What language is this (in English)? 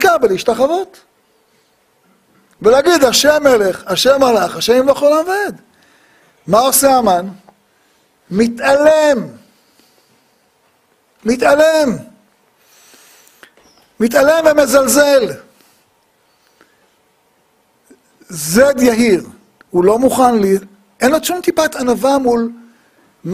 Hebrew